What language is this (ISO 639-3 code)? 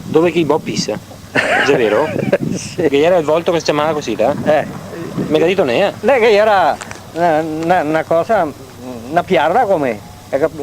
vec